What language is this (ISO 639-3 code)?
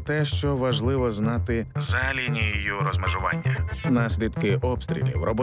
ukr